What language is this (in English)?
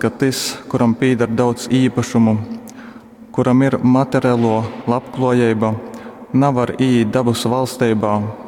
Latgalian